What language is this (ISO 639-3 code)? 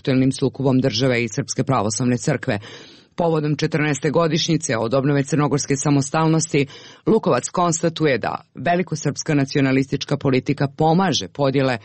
srp